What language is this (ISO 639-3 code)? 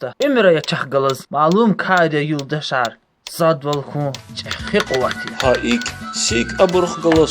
lez